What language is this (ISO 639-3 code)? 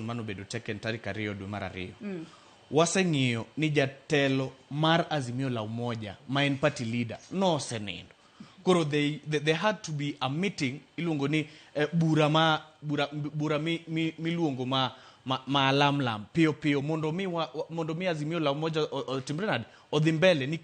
luo